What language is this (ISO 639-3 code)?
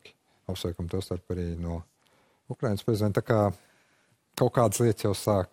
lav